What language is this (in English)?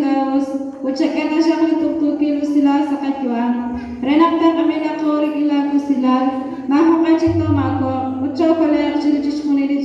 Kekchí